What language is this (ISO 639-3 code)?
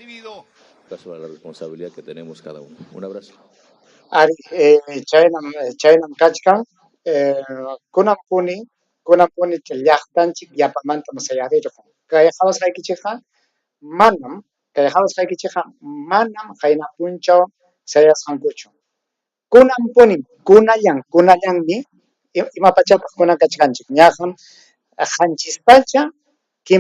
quy